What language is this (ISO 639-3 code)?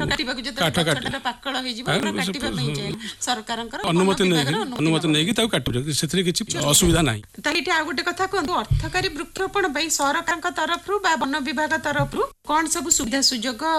ori